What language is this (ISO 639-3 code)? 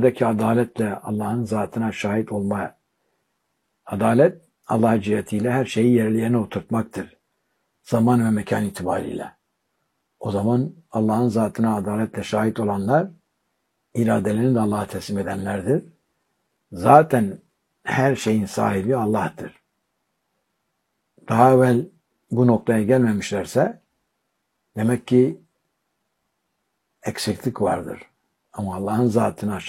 tur